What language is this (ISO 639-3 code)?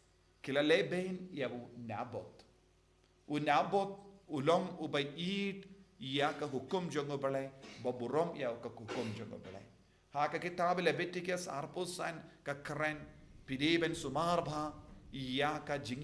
kha